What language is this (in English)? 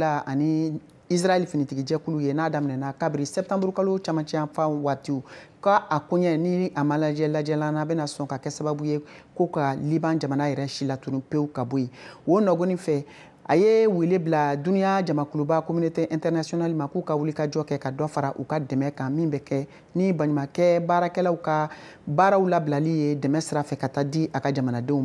Bambara